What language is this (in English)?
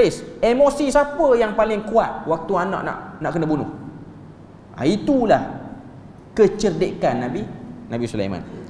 Malay